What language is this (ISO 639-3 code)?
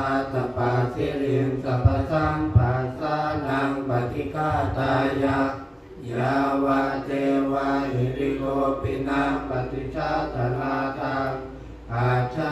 pli